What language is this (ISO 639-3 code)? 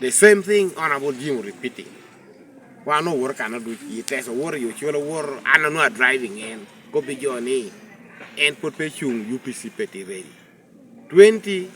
laj